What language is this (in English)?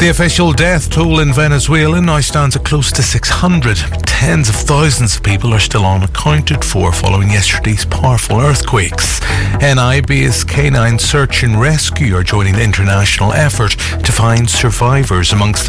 English